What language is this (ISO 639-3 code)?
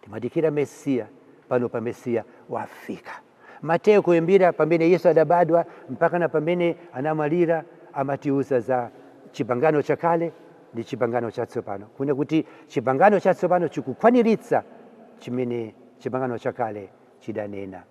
nya